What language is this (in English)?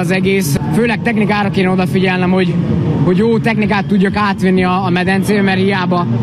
Hungarian